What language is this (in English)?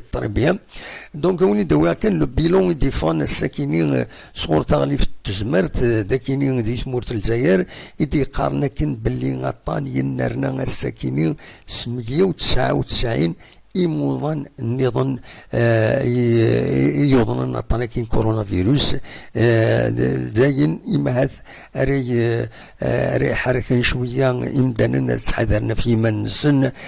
Kabyle